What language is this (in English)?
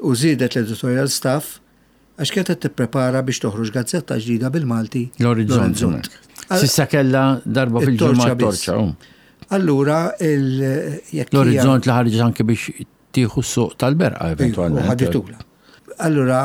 Maltese